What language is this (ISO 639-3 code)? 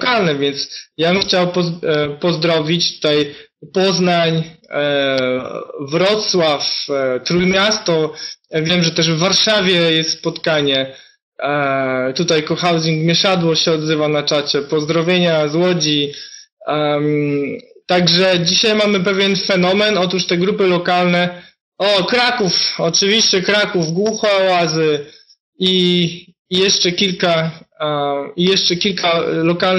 pol